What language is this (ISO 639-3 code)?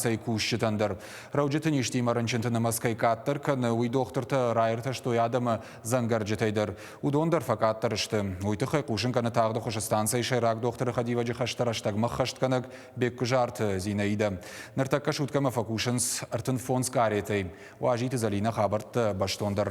oss